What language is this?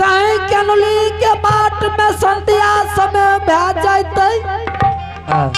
Angika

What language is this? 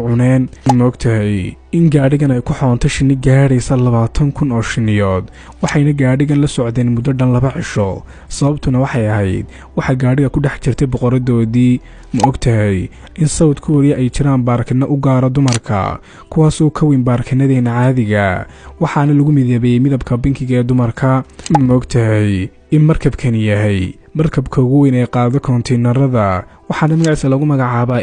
Somali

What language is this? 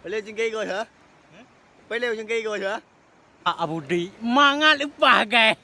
Achinese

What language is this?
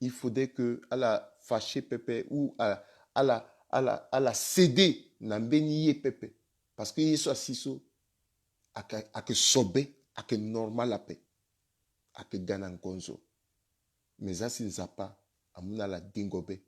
Sango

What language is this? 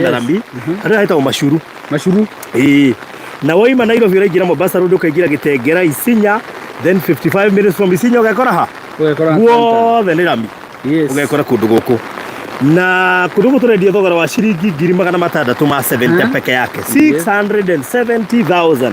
Kikuyu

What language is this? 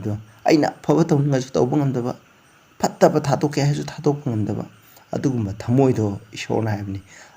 Manipuri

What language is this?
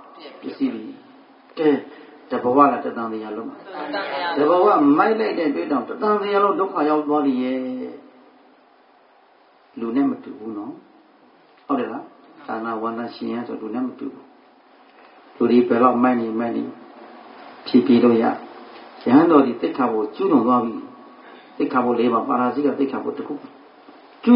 Burmese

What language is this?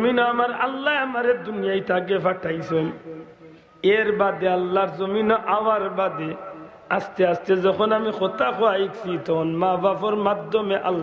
Sylheti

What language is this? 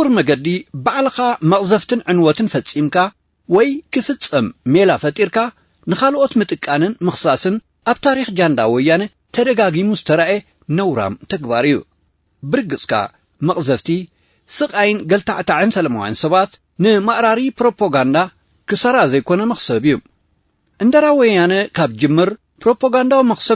Tigrinya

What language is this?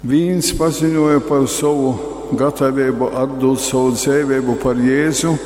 Latgalian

